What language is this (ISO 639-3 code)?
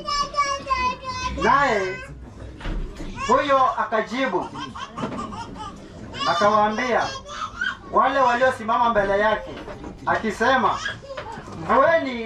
swa